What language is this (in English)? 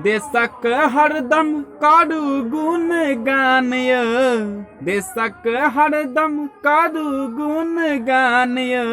Maithili